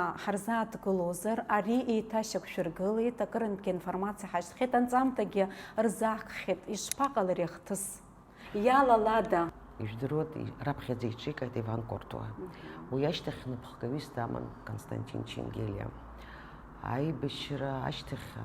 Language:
Abkhazian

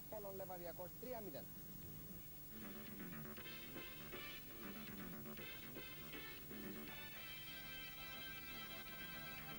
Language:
Greek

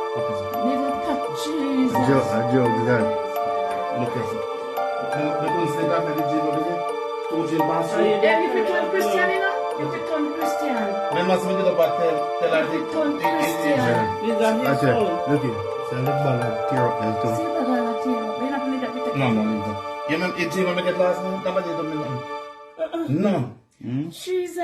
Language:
Jamaican Creole English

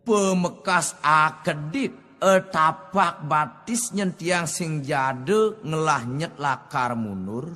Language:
Balinese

